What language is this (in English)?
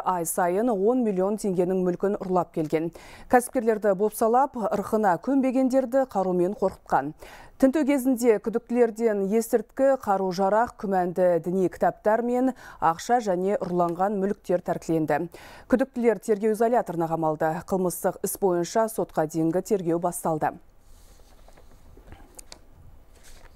Kazakh